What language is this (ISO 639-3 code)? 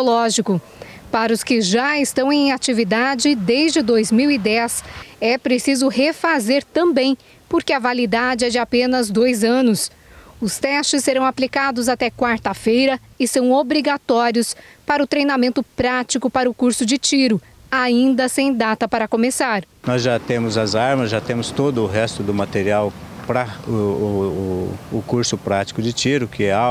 por